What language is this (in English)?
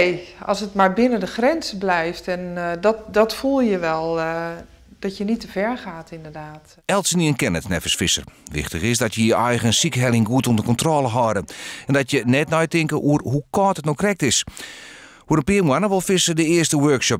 Western Frisian